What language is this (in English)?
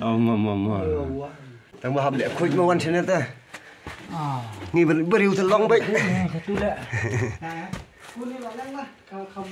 Khasi